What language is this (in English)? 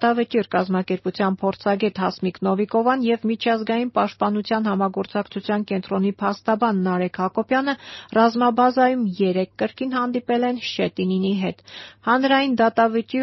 Armenian